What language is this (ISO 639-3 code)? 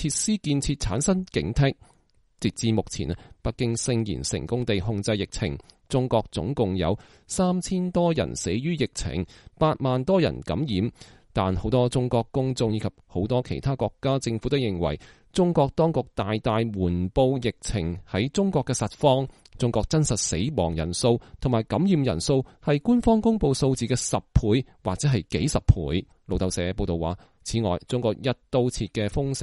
yue